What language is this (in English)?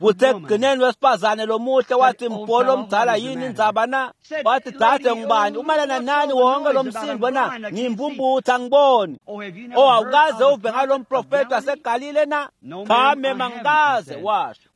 Swati